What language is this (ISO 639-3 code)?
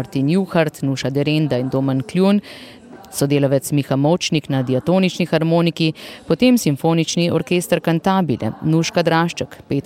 slv